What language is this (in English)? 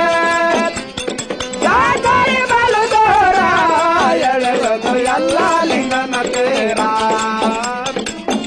Kannada